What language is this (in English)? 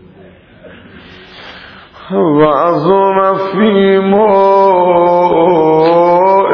Persian